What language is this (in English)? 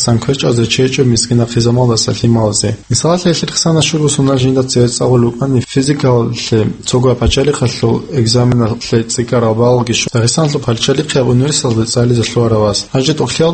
Avaric